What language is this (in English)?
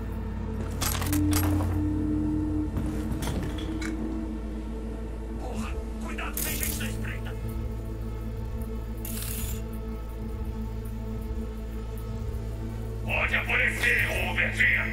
Portuguese